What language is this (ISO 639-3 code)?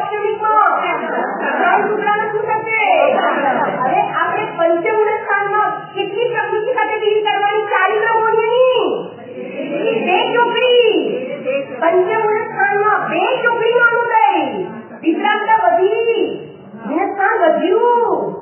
guj